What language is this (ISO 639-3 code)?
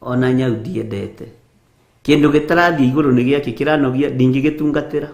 kik